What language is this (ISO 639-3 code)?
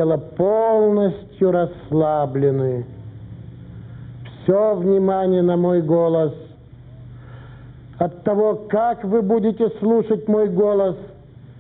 rus